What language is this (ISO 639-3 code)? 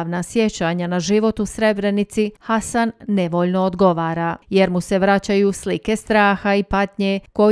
bos